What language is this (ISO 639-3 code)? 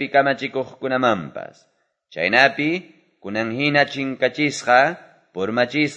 que